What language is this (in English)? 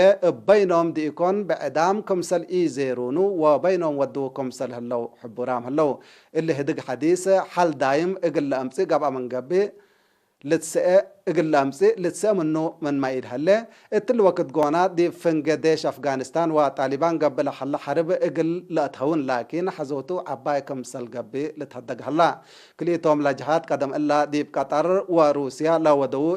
Tigre